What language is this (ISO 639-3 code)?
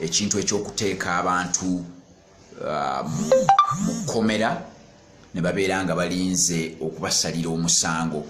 lug